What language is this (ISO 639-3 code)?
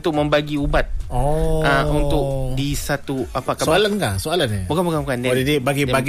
msa